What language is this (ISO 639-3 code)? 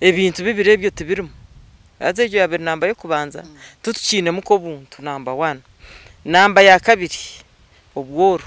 nyn